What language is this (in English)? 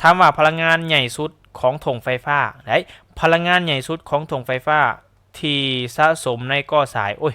Lao